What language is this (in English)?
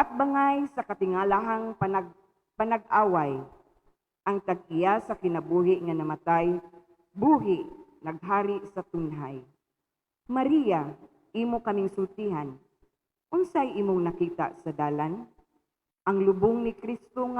Cebuano